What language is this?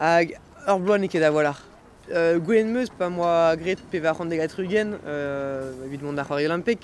Breton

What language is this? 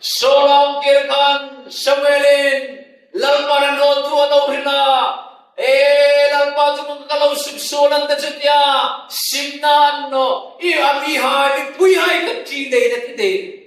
Hmar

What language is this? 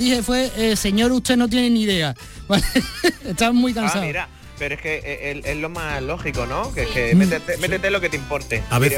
Spanish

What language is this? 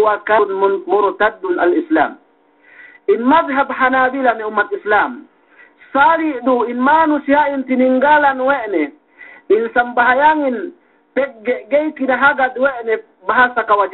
Yakan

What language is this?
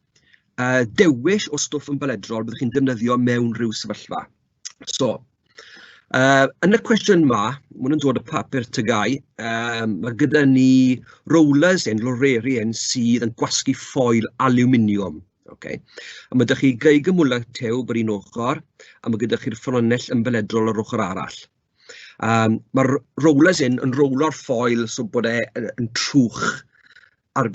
Welsh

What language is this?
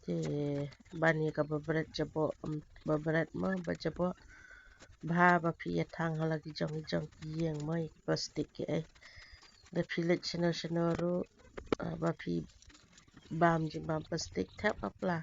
Khasi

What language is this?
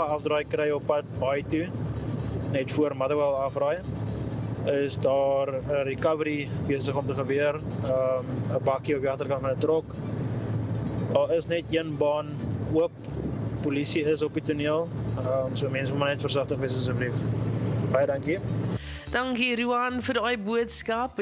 Afrikaans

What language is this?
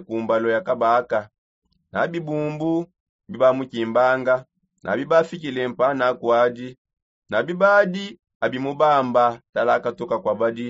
Songe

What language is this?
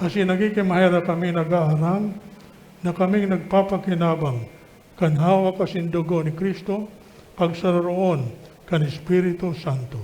Bikol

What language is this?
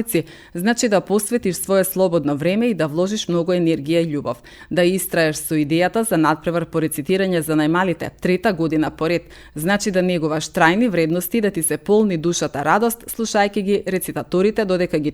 Macedonian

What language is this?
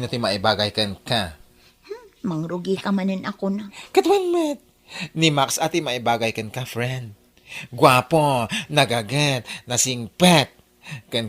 Iloko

